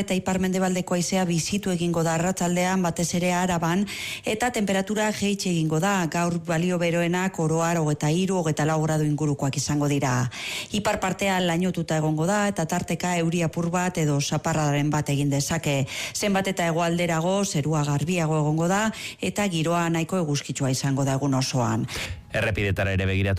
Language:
Basque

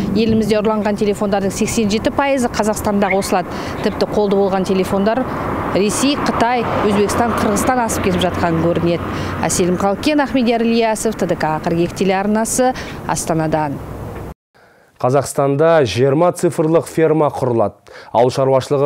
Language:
Kazakh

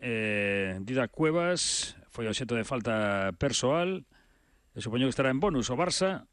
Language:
Galician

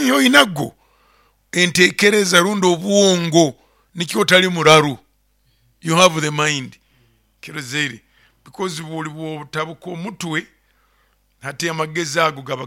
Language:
Nyoro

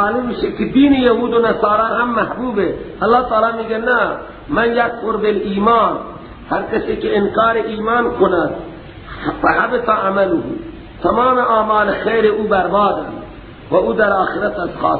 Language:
Persian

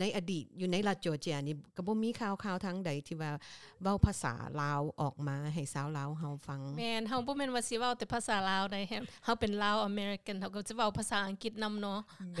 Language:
Lao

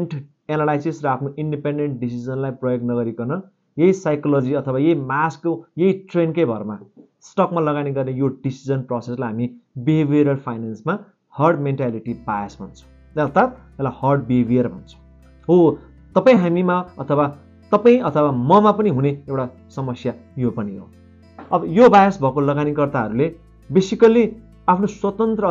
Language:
Nepali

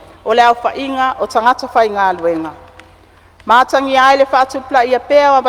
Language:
Samoan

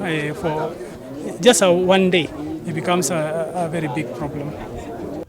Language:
Kamba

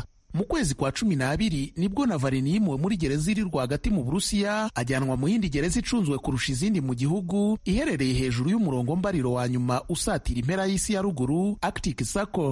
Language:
Kinyarwanda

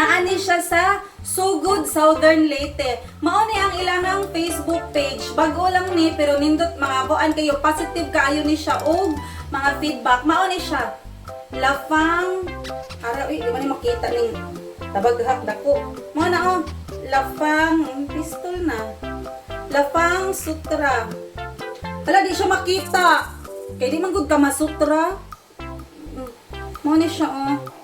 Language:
Cebuano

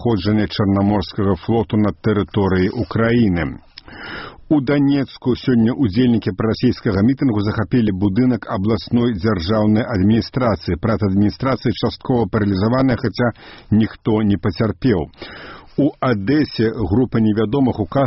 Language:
Belarusian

